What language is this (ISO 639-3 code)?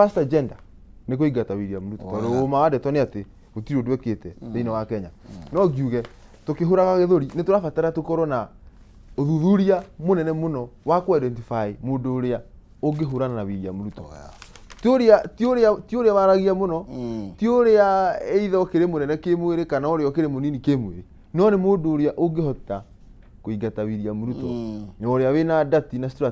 kik